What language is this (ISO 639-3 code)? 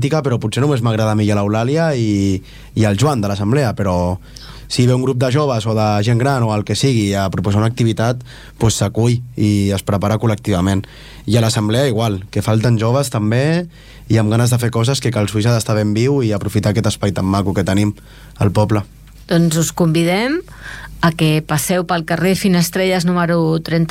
cat